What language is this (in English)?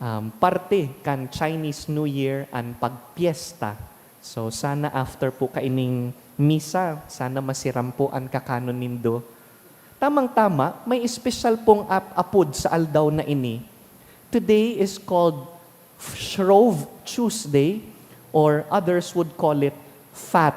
Bikol